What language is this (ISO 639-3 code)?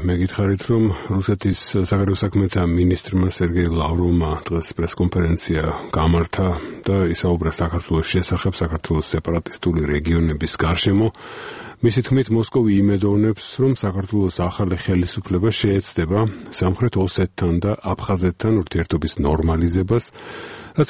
kat